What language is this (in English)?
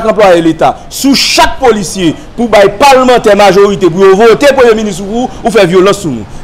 Haitian Creole